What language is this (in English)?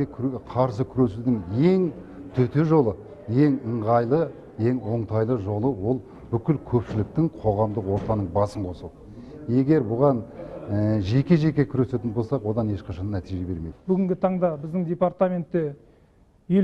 Kazakh